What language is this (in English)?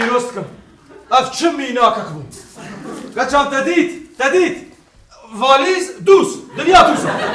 Kurdish